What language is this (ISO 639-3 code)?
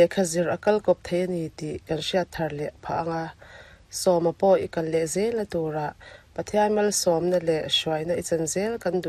lus